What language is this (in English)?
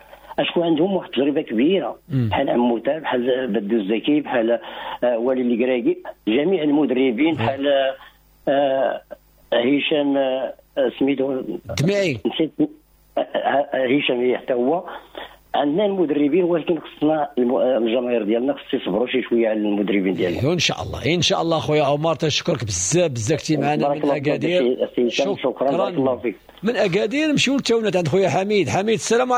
Moroccan Arabic